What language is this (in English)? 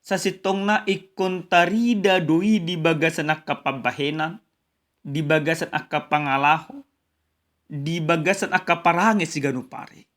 Batak Toba